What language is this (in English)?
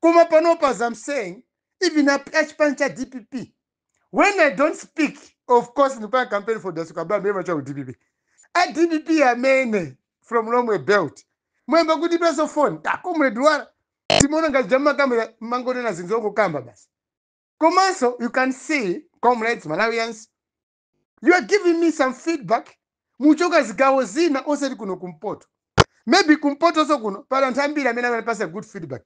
Nyanja